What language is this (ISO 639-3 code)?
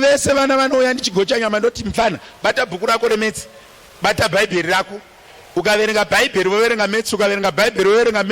sna